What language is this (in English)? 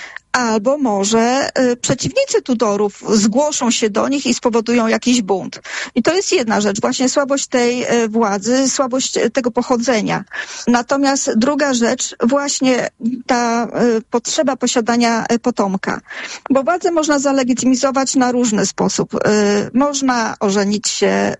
Polish